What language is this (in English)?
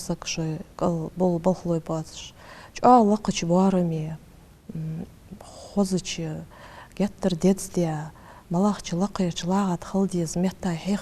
Ingush